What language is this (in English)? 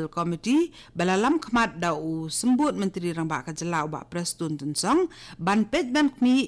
Khasi